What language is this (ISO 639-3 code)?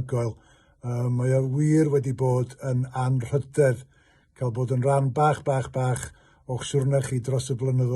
cym